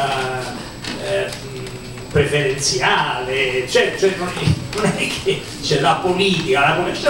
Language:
Italian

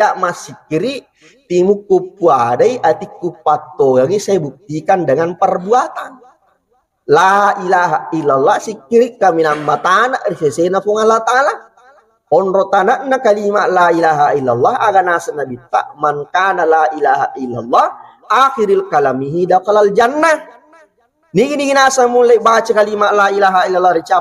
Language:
Buginese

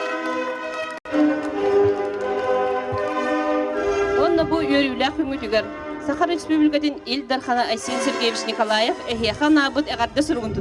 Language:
Yakut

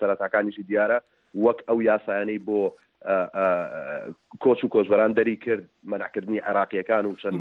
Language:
Central Kurdish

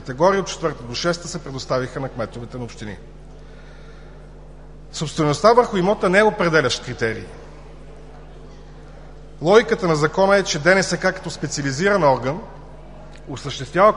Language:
Bulgarian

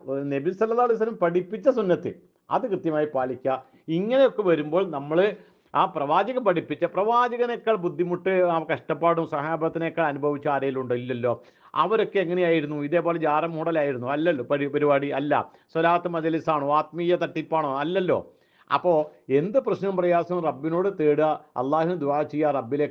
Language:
Malayalam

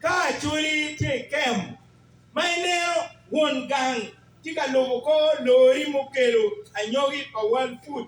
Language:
Acoli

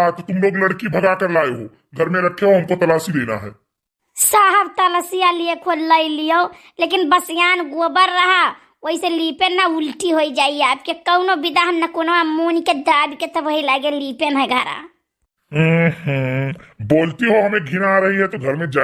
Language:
Awadhi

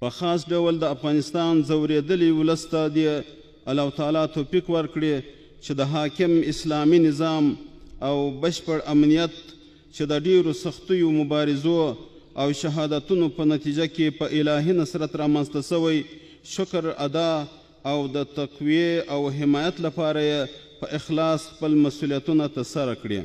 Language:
Pashto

